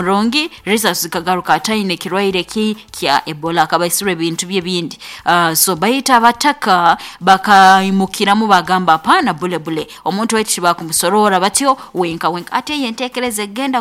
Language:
Nyoro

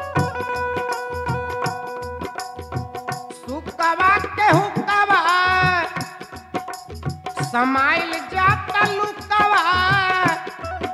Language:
Bhojpuri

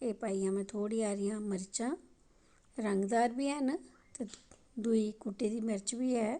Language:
Dogri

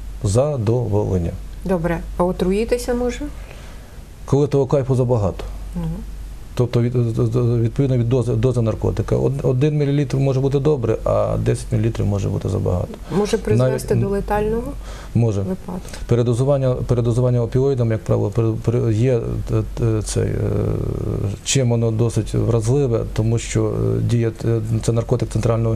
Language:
Ukrainian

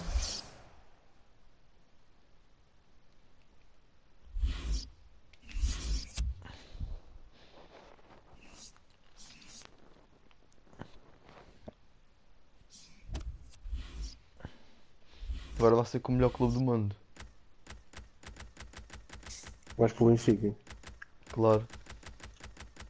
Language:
Portuguese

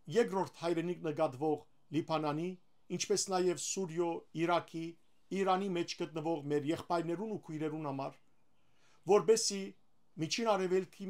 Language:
Western Armenian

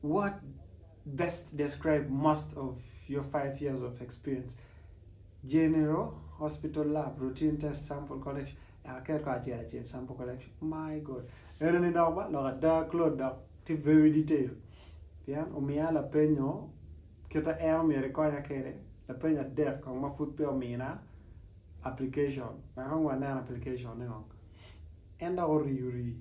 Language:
Acoli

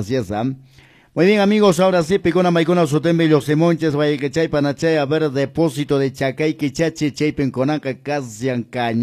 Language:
Quechua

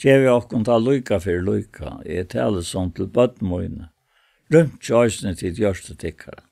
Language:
Faroese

